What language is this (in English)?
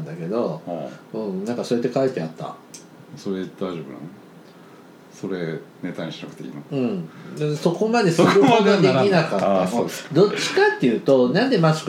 Japanese